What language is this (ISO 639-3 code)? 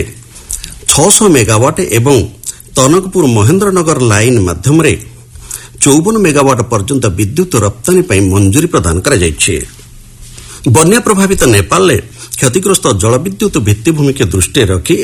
ori